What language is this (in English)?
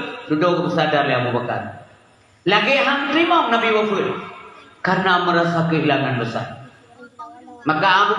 Achinese